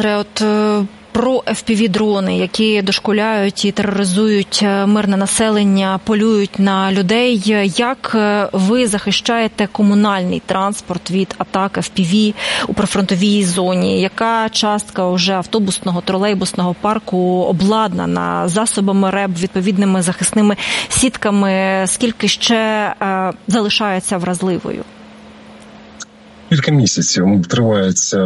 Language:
Ukrainian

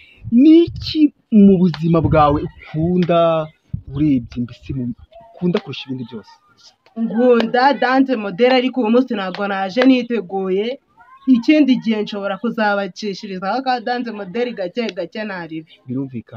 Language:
Kinyarwanda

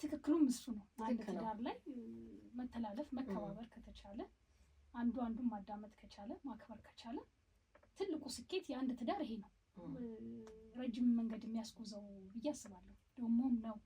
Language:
Amharic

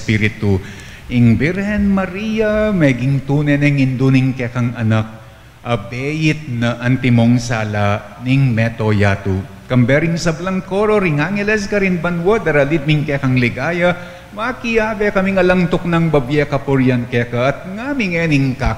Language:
Pampanga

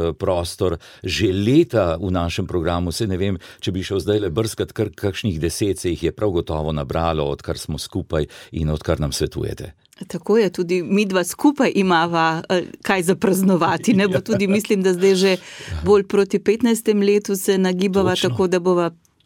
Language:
Slovenian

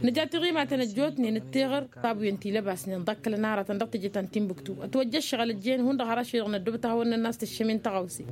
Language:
Tamasheq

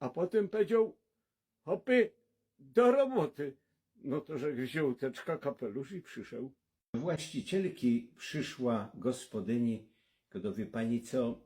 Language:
Silesian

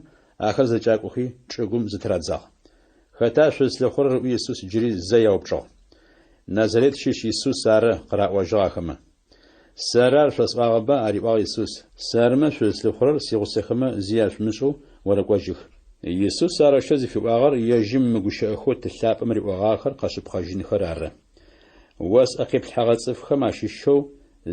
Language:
Adyghe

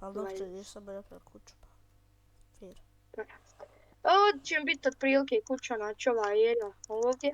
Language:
Bosnian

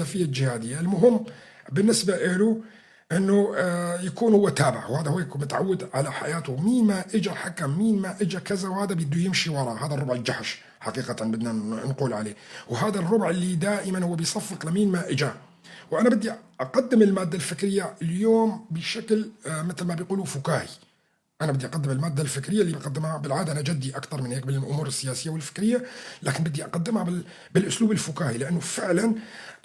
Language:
North Levantine Arabic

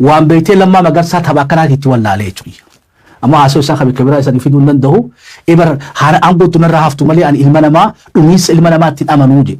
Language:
Oromo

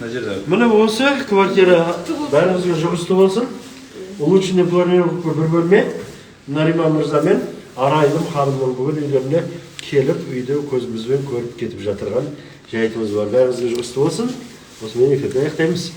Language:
Kazakh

